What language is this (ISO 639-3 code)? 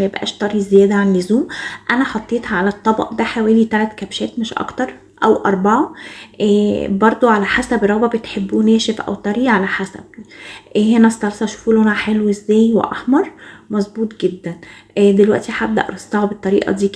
arz